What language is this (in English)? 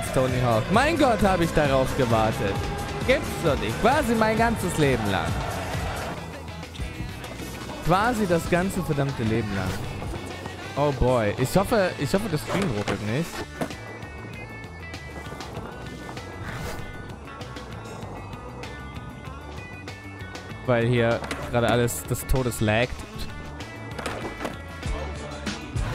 German